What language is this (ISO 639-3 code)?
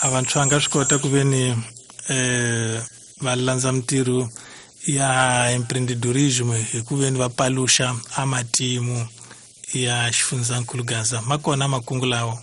tso